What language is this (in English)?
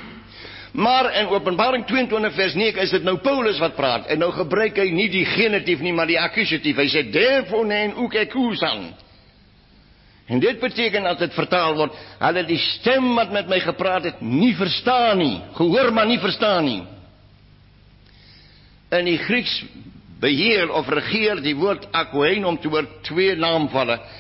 Afrikaans